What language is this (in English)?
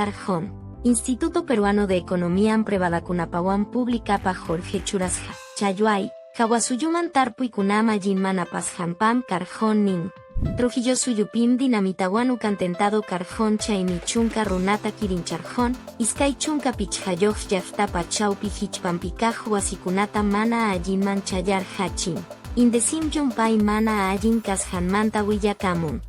Quechua